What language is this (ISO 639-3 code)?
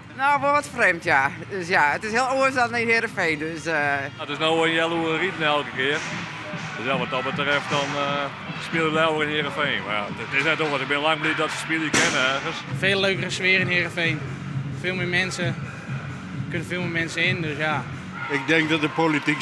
fry